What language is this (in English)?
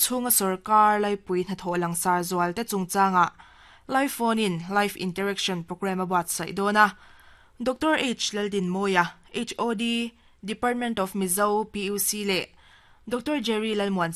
Mizo